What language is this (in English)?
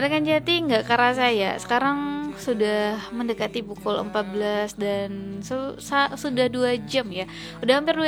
Indonesian